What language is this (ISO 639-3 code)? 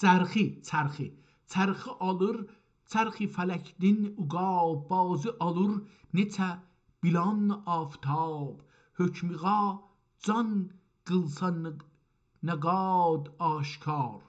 azb